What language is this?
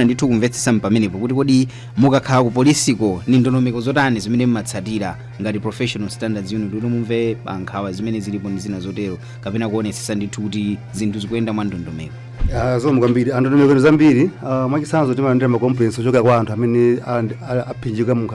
Nyanja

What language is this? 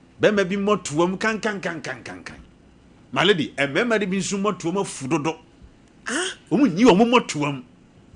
Akan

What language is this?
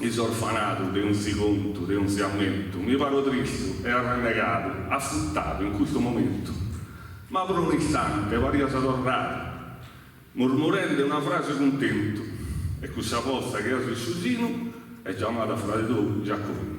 Sardinian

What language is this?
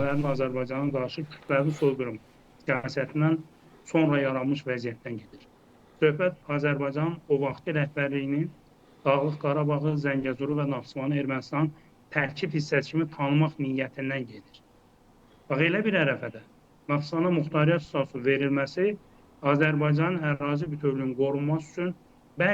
Azerbaijani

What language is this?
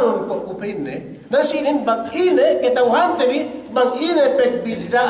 Yakan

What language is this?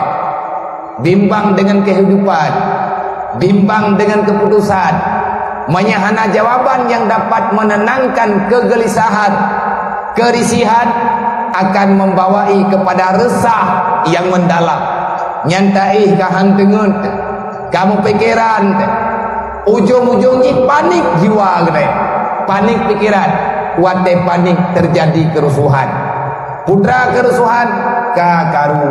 Achinese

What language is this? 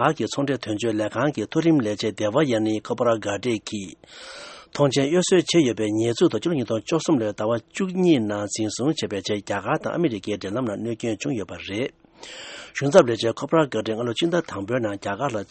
Tibetan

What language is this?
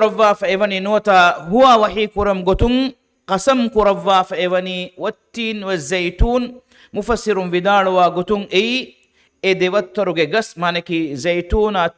Divehi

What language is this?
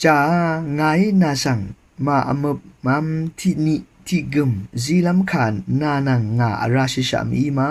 Rawang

